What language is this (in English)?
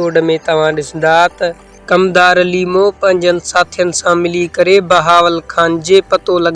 Sindhi